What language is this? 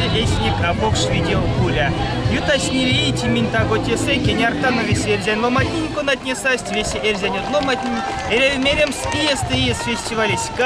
Erzya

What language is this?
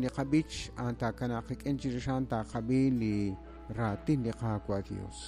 Kekchí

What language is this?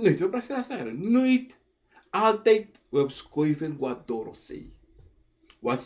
Sranan Tongo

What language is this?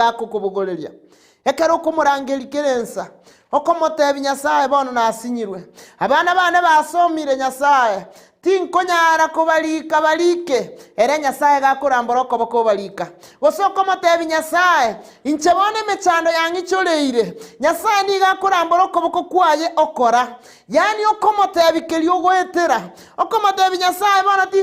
Gusii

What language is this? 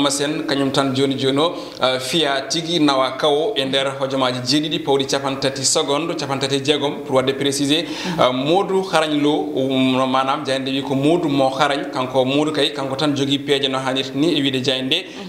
Fula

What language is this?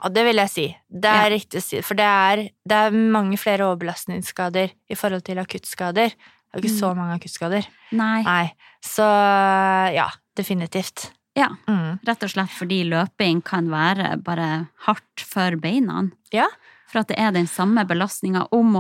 Norwegian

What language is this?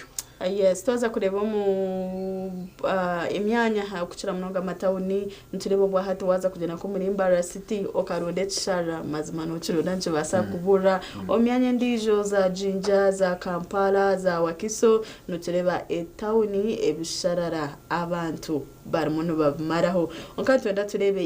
Nyankole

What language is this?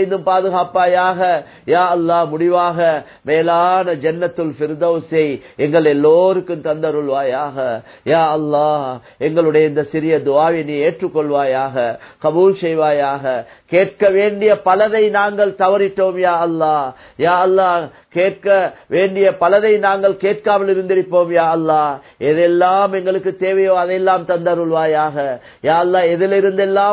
Tamil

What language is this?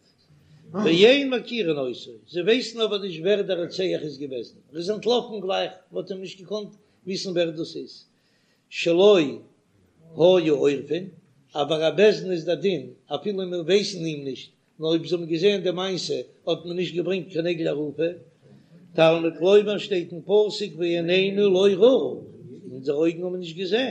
Yiddish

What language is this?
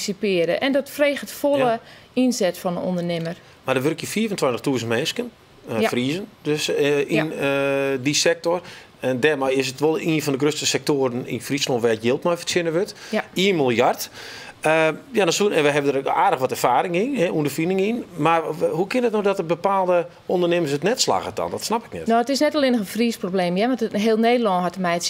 Western Frisian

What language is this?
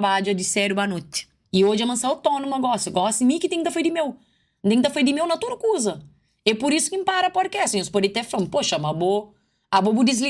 Kabuverdianu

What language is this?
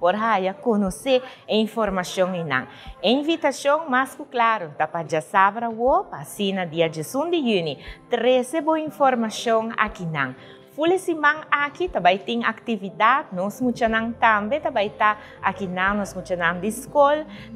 Papiamento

